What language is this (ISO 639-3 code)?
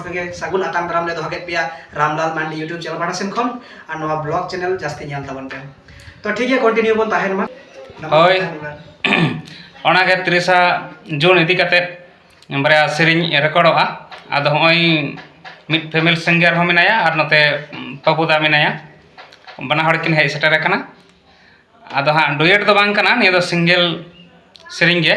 sat